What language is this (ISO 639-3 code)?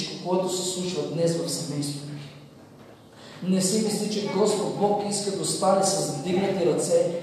bul